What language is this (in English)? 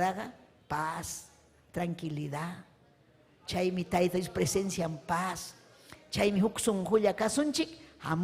Ayacucho Quechua